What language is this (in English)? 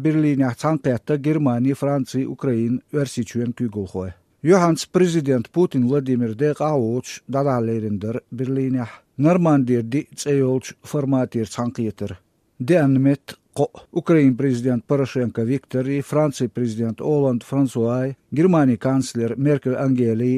Chechen